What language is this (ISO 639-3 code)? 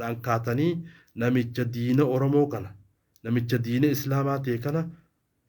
orm